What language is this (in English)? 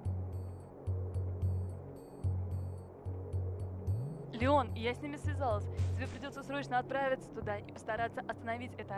Russian